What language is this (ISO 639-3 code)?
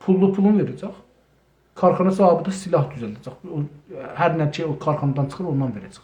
azb